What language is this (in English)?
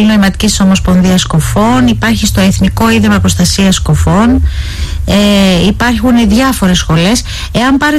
Greek